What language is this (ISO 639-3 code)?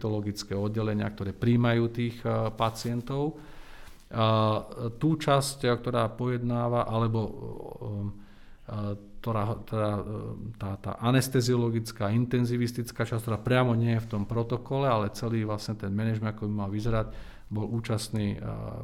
slk